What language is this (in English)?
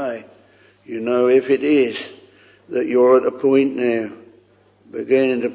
English